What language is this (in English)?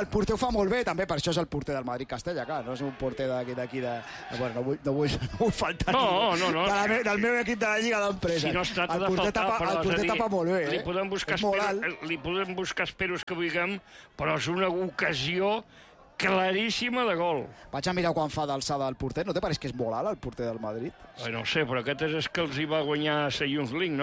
Catalan